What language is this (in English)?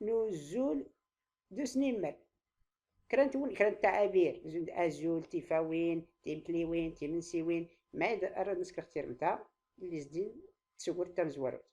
Tachelhit